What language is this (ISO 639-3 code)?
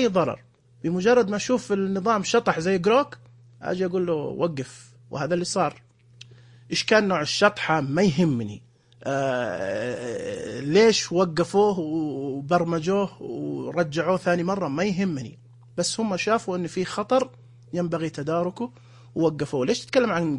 ars